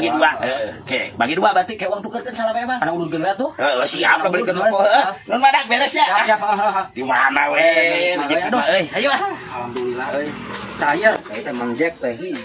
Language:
Sundanese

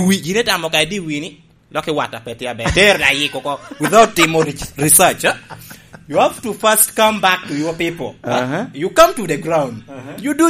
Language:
Lango (Uganda)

